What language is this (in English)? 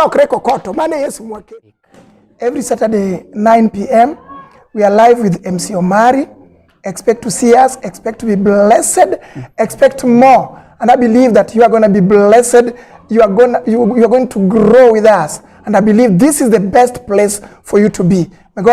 Luo (Kenya and Tanzania)